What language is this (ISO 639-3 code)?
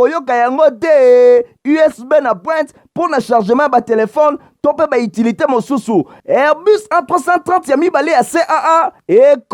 lin